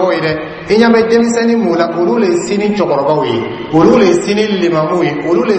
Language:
Dyula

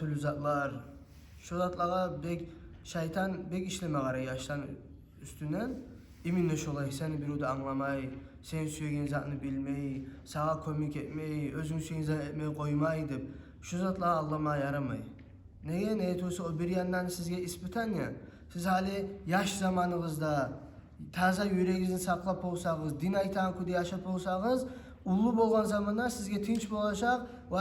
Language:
Kumyk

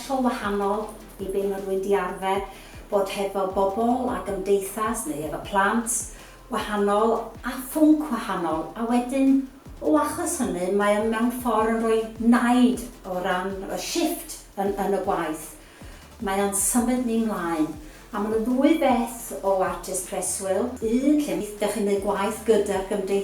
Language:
Welsh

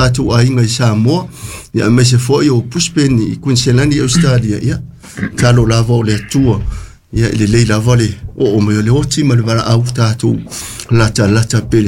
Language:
Samoan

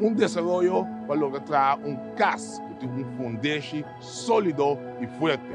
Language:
Papiamento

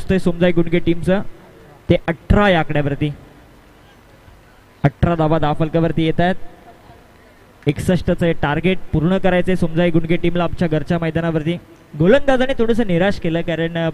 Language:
Marathi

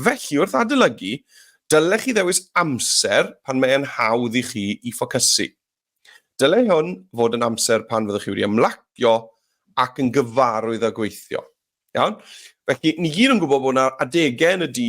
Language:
Welsh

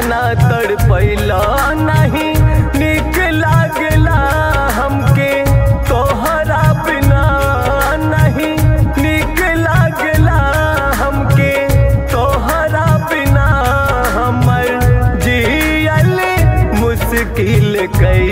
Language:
Bhojpuri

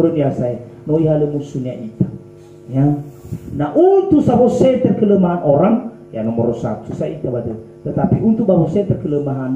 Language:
Nias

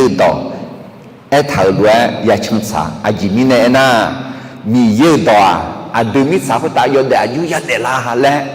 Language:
Akha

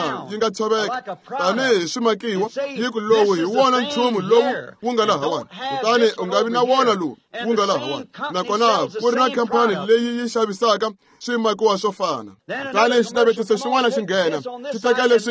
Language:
Tsonga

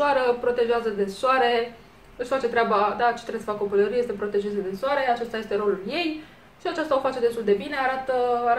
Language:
Romanian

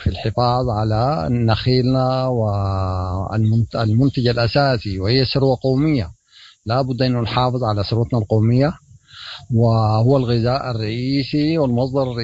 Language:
Sudanese Arabic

